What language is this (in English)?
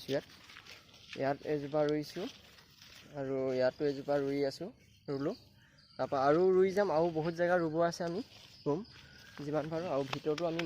Assamese